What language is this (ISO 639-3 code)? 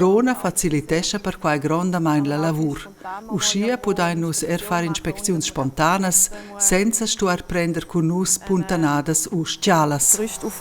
roh